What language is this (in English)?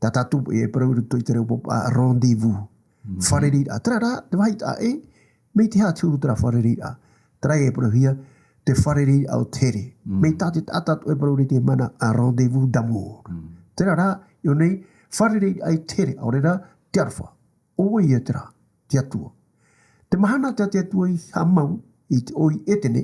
Tahitian